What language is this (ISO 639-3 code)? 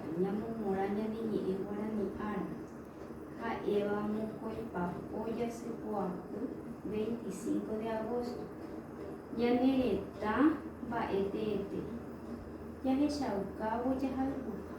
grn